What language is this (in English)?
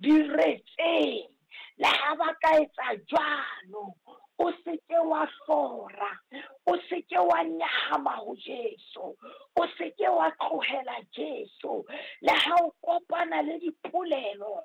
Southern Sotho